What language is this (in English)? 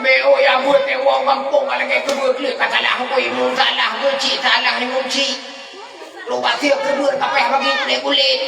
Achinese